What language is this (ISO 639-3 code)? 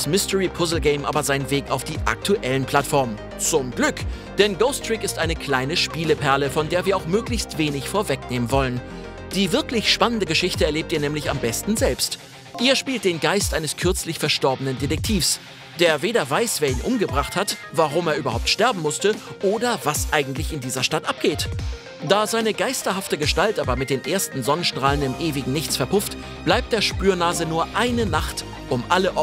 deu